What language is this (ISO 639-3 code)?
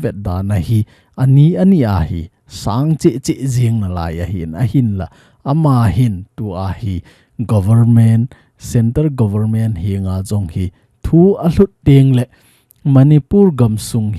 tcz